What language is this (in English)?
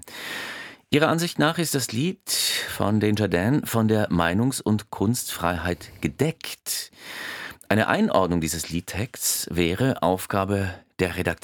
German